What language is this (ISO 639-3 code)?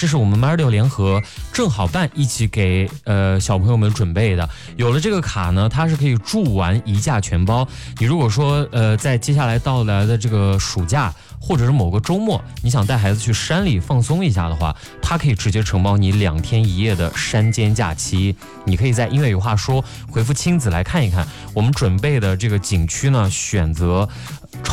zho